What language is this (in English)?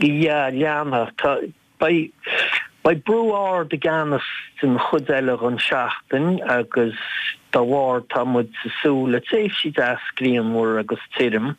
Irish